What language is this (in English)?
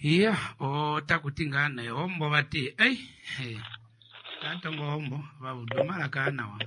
Kuanyama